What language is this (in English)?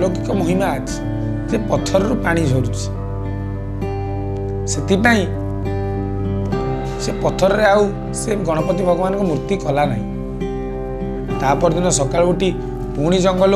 Odia